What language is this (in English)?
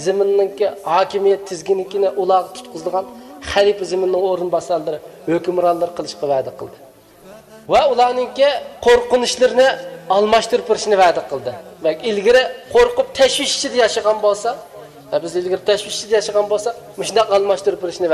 Uyghur